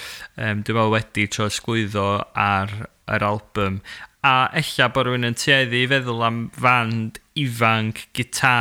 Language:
Welsh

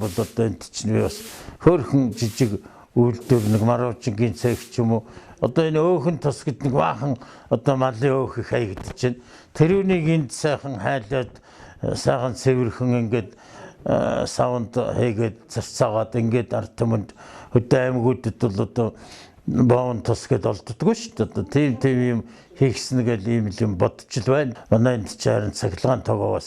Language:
Mongolian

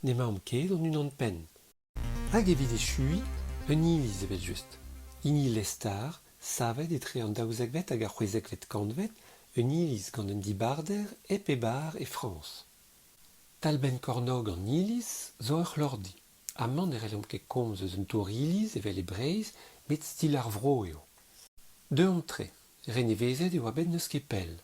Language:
Breton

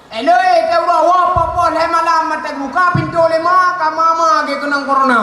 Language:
Achinese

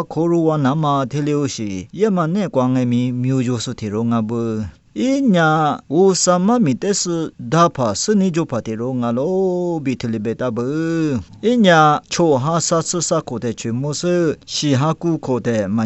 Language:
Lisu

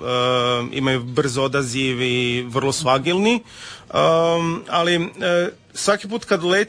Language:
Croatian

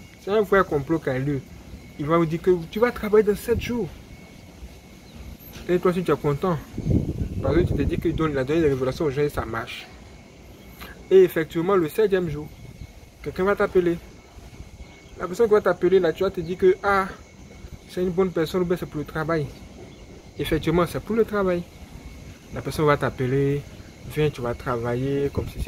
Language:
French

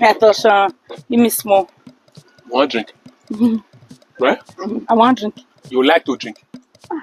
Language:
Nigerian Pidgin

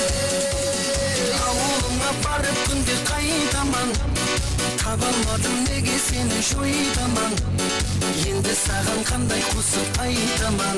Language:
Kara-Kalpak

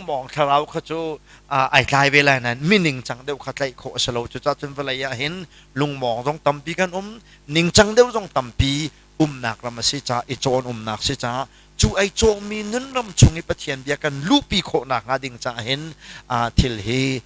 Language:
Hakha Chin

